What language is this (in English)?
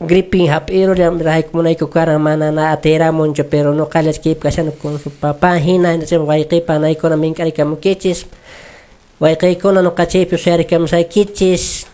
Quechua